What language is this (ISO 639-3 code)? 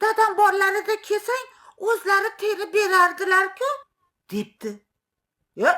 uzb